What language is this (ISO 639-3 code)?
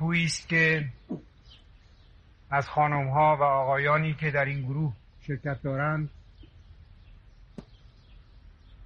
fas